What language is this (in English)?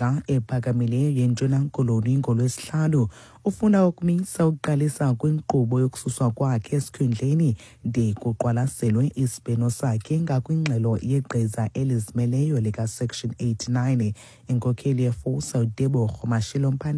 Xhosa